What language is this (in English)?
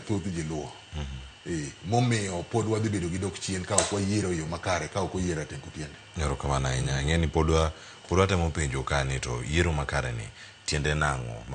Luo (Kenya and Tanzania)